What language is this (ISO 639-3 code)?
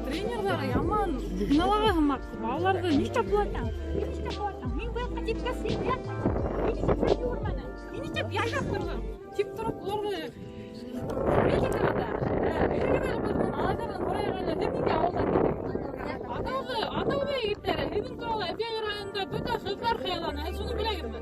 bak